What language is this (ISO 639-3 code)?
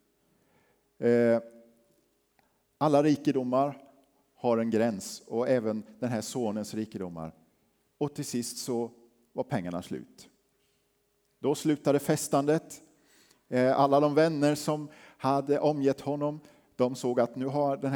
swe